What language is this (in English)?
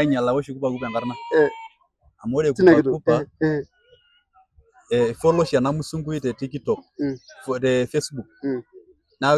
Masai